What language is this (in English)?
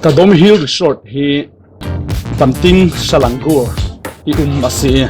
Falam Chin